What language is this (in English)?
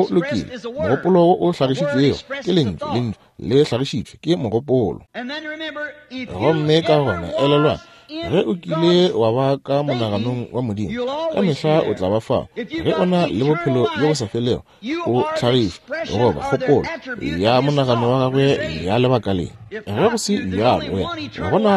Northern Sotho